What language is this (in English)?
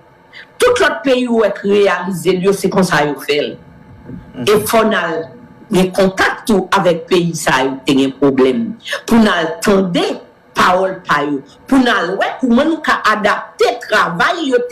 Haitian Creole